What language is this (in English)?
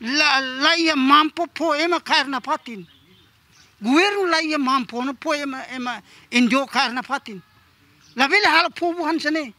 Tetum